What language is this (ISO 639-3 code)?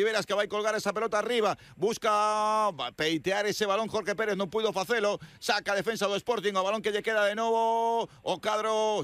glg